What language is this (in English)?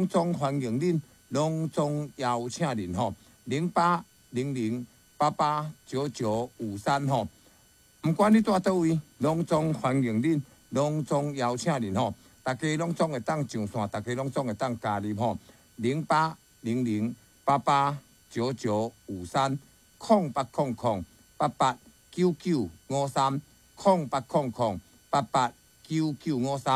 Min Nan Chinese